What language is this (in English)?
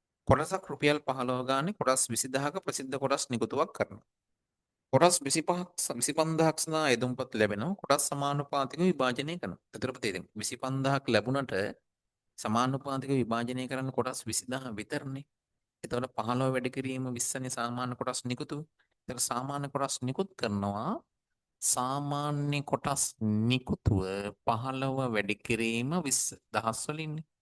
Sinhala